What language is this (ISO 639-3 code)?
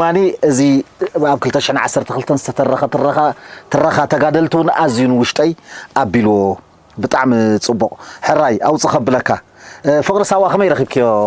tir